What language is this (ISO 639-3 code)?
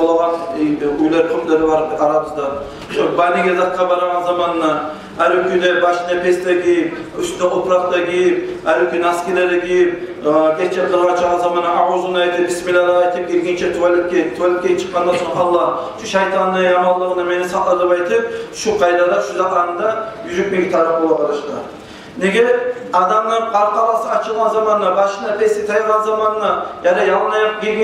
kum